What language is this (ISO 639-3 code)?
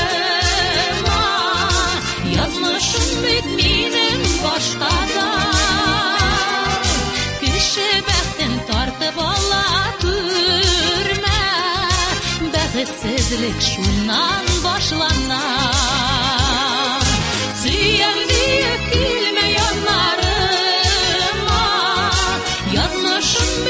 tat